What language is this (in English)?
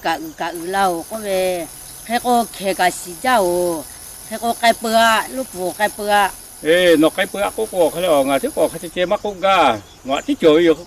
Lahu